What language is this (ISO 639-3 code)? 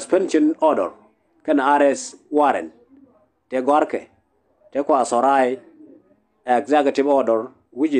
nus